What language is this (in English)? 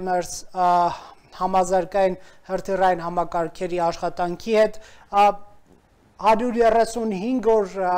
Armenian